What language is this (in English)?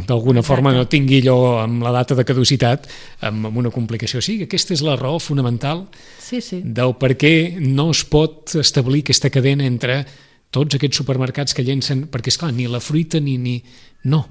Catalan